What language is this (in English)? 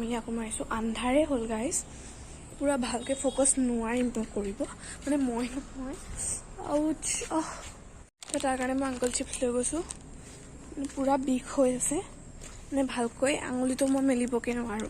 Assamese